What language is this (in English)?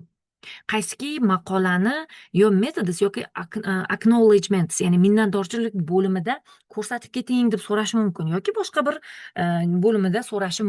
Uzbek